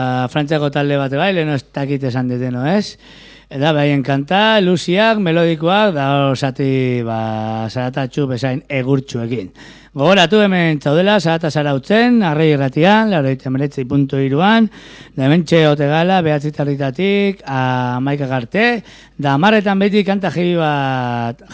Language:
Basque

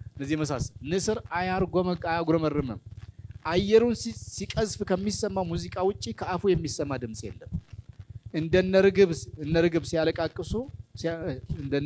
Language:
Amharic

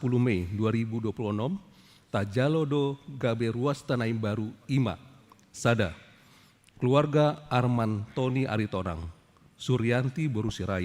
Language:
Batak Toba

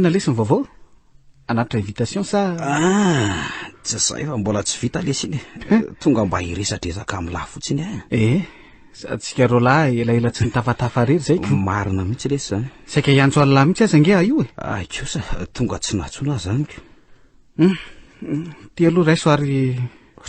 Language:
Malagasy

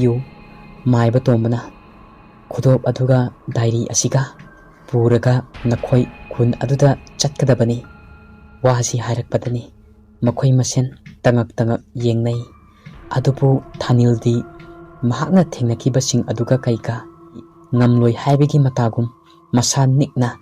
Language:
Manipuri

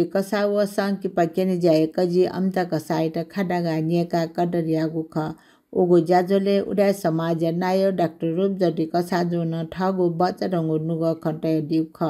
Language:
Newari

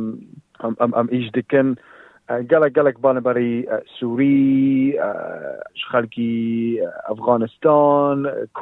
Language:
Kurdish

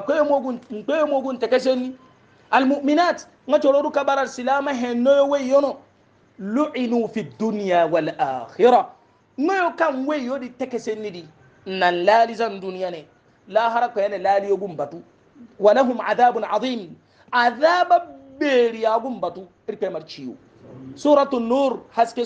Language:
Hausa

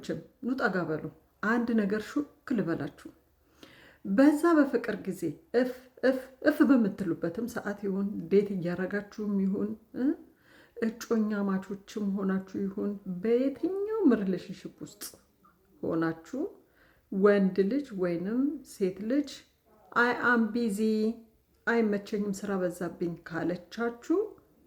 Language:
Amharic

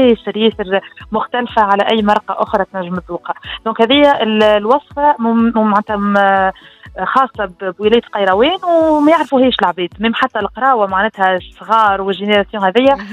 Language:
Tunisian Arabic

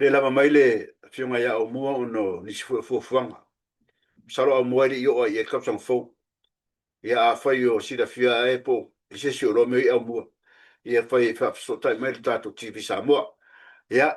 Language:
Samoan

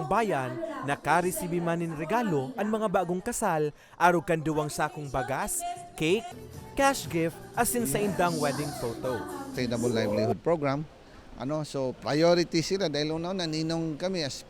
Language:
Bikol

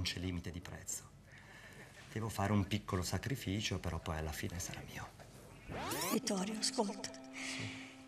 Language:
Italian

